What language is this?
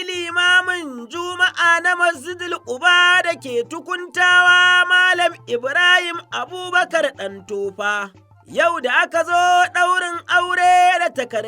Hausa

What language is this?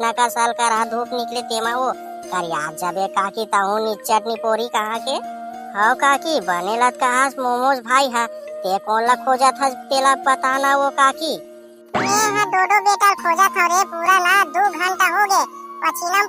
Chhattisgarhi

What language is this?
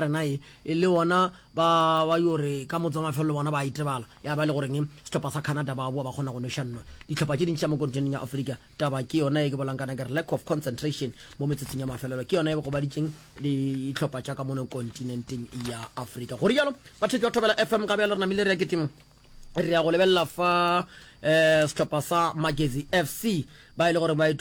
Northern Sotho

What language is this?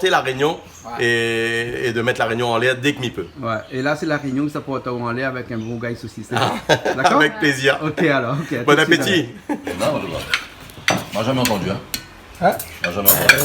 Réunion Creole French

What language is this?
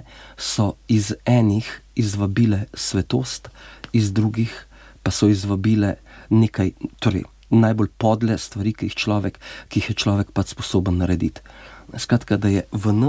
Slovenian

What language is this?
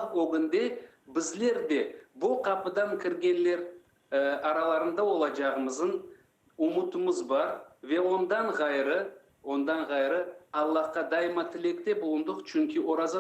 Crimean Tatar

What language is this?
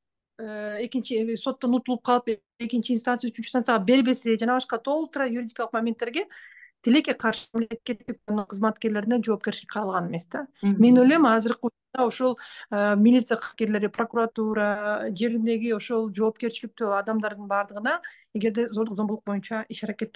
Kyrgyz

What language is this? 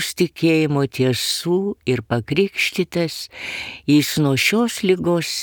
Lithuanian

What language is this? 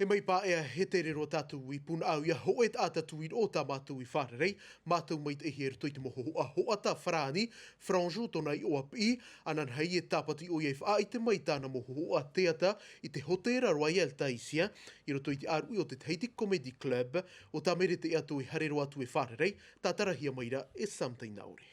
Tahitian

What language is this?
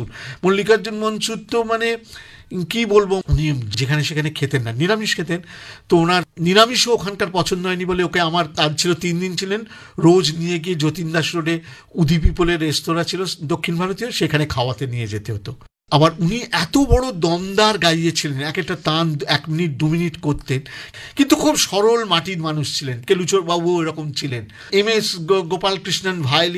Bangla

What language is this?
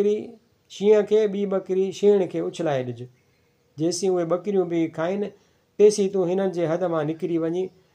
Sindhi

